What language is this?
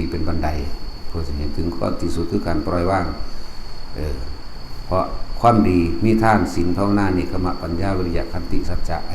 Northeastern Thai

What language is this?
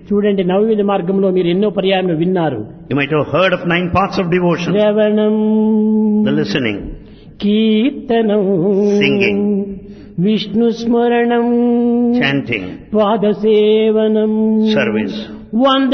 Telugu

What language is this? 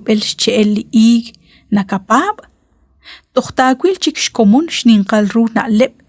Kekchí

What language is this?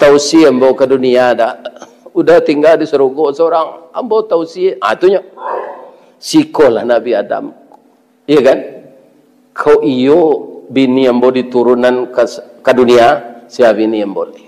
Minangkabau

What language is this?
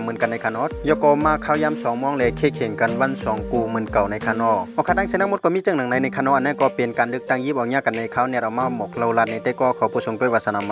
Shan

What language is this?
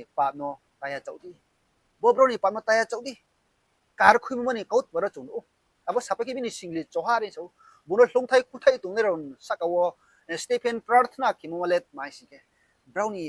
Riang (India)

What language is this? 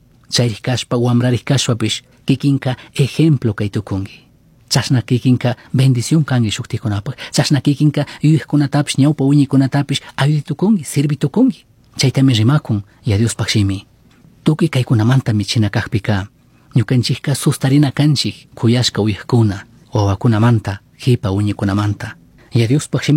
Chimborazo Highland Quichua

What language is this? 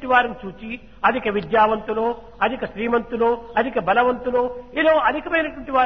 Telugu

